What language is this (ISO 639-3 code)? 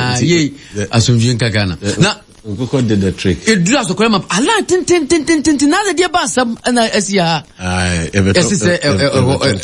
aka